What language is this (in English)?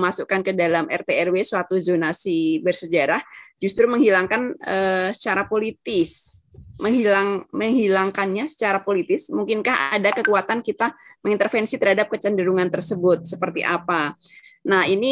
Indonesian